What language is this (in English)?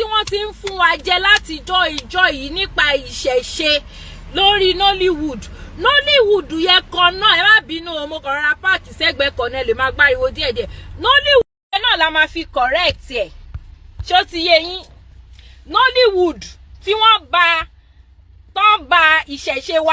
Yoruba